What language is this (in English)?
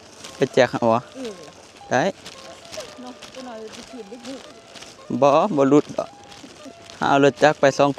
Northeastern Thai